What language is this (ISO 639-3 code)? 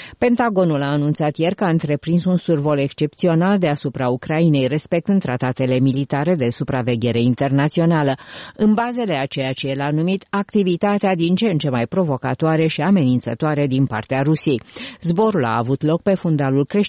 ron